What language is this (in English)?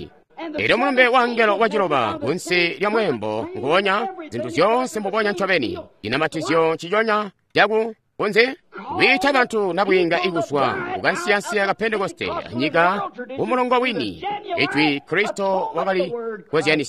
Tonga (Zambia)